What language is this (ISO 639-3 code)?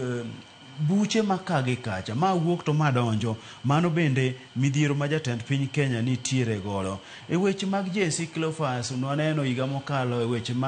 luo